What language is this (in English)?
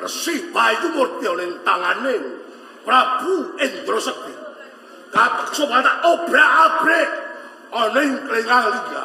Javanese